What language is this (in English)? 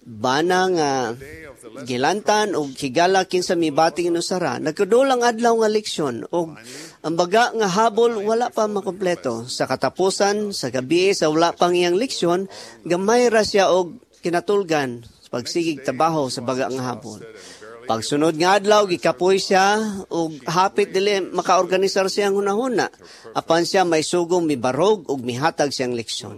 Cebuano